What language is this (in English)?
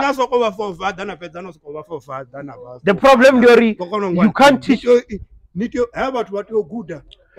Venda